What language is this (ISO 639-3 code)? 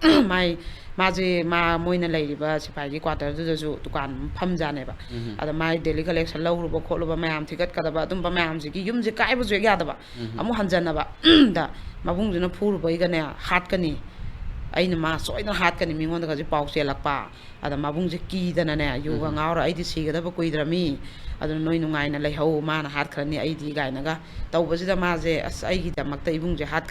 mni